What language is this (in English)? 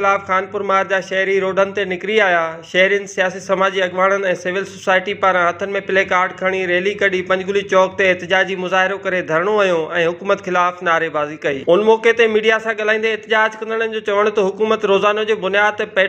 Sindhi